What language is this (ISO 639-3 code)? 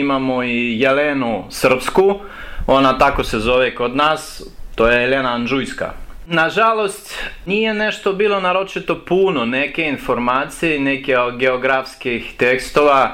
srp